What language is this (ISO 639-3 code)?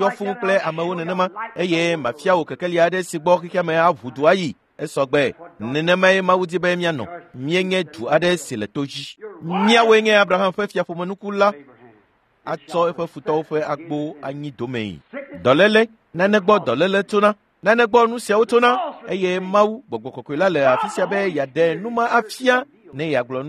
ewe